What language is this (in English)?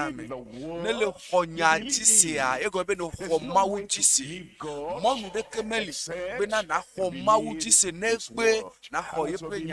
Ewe